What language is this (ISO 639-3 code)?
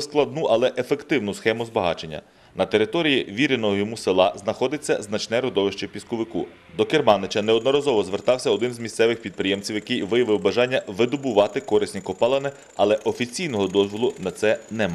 ukr